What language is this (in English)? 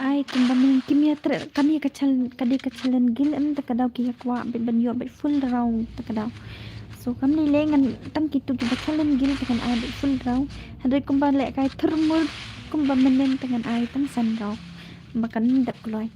Khasi